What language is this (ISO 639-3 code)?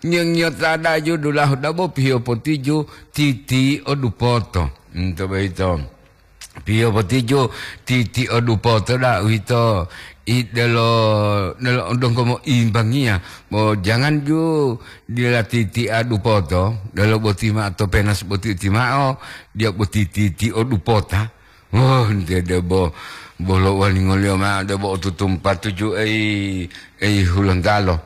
gor